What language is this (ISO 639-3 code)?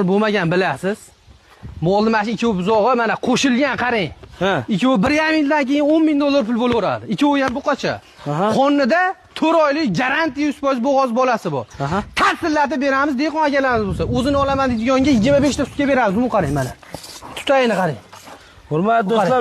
uzb